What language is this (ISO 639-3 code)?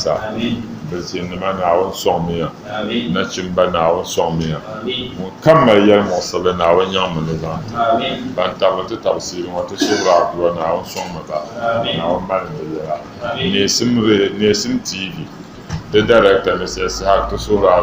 dag